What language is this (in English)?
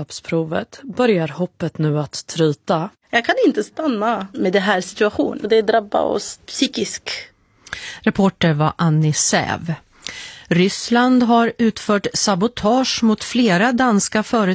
Swedish